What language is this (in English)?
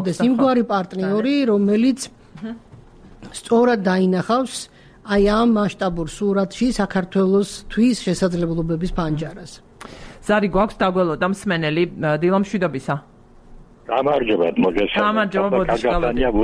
Georgian